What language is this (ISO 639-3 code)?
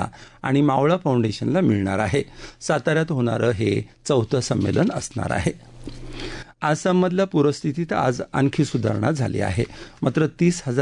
mar